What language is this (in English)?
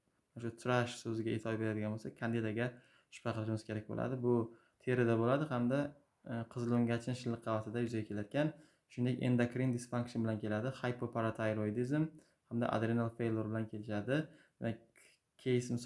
Uzbek